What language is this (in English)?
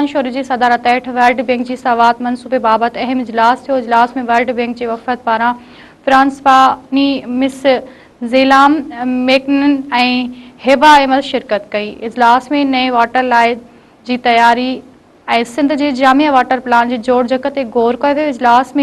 Sindhi